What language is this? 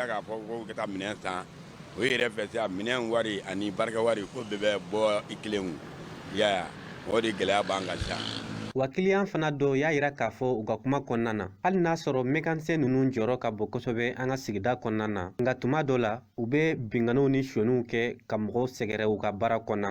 Bambara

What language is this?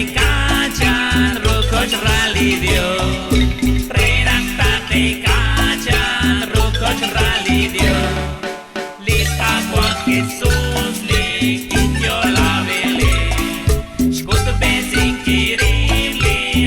Kekchí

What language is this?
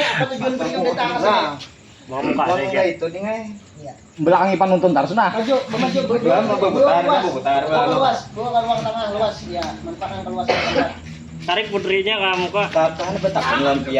Banjar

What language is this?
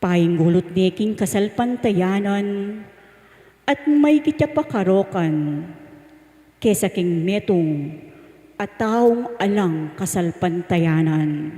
Pampanga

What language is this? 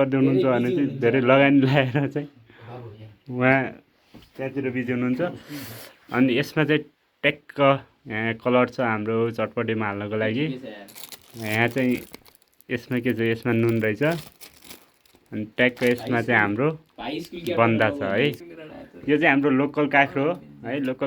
Nepali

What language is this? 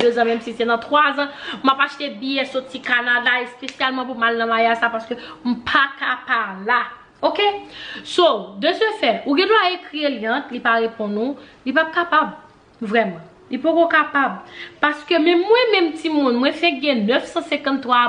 Haitian Creole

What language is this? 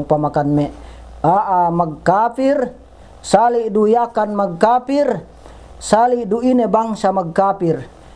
Yakan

